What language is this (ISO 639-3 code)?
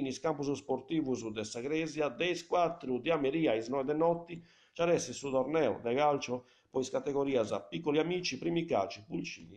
srd